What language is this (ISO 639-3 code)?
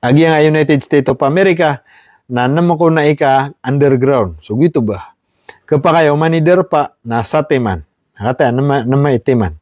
mrw